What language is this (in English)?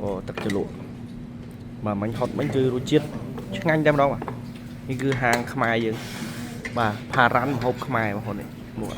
Khmer